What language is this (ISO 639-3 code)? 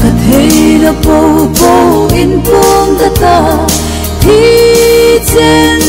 hmr